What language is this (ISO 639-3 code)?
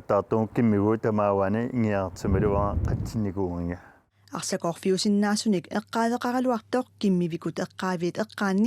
kal